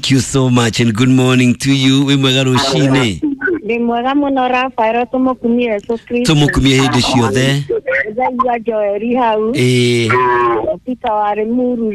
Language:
Kikuyu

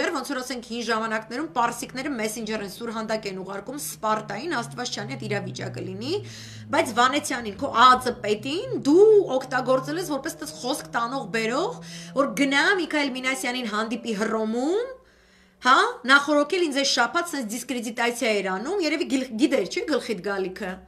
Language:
Armenian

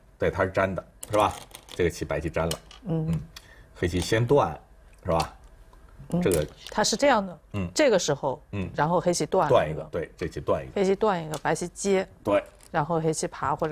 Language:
Chinese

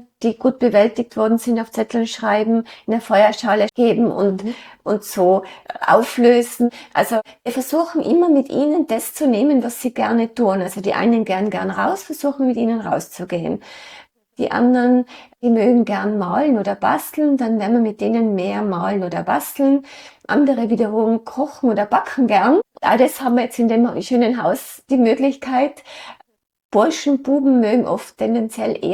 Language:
German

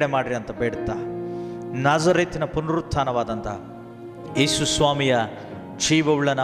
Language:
Kannada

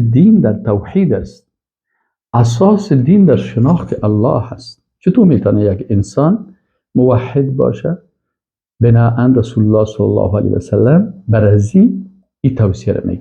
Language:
Persian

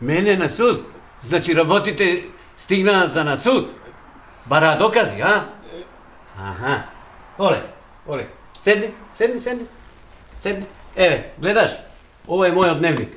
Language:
Macedonian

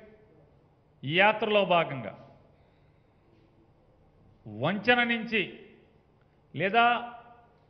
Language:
Telugu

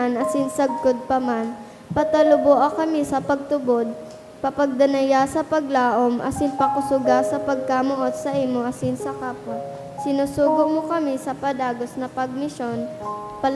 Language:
Bikol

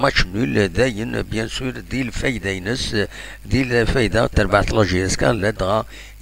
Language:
Kabyle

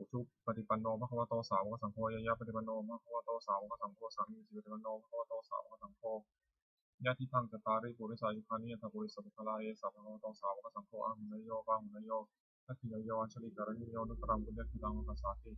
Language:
Pali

